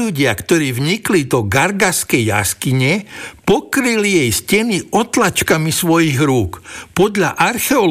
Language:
Slovak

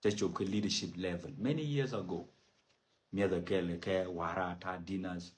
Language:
Nuer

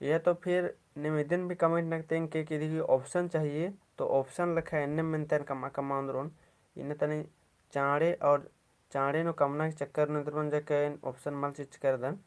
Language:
Kurukh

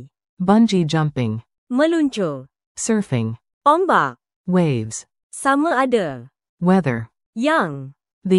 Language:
Malay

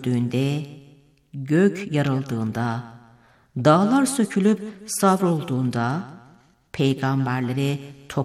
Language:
Turkish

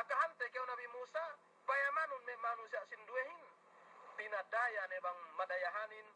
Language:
Yakan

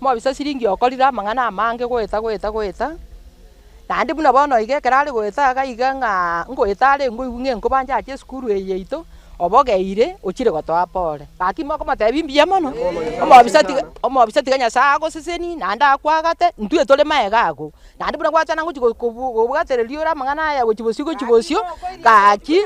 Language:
Gusii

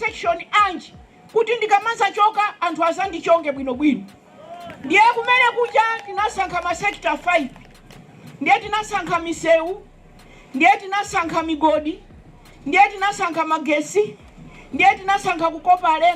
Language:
Nyanja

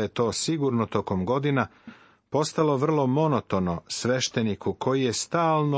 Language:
Serbian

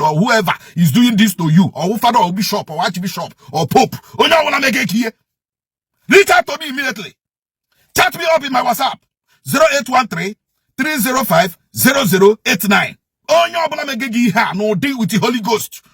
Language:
Igbo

